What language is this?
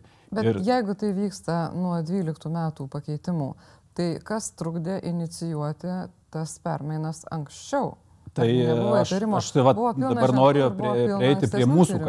Lithuanian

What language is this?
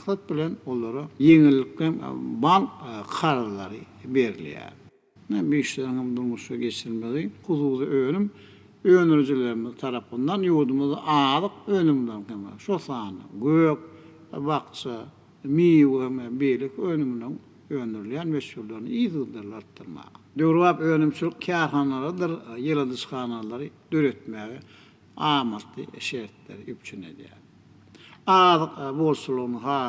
Turkmen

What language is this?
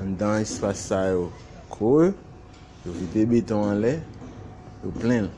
Haitian Creole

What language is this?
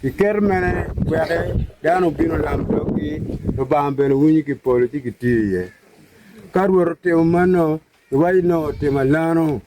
Acoli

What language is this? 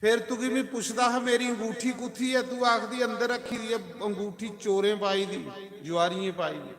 Dogri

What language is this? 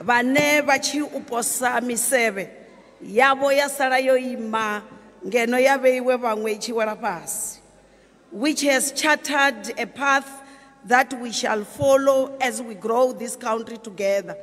Venda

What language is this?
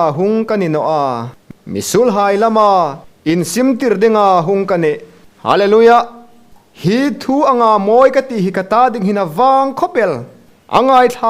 Hmar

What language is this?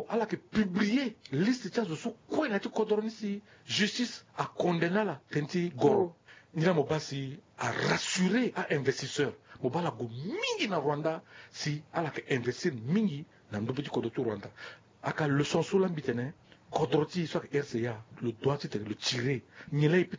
Sango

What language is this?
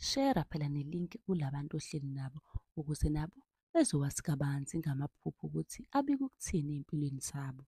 Zulu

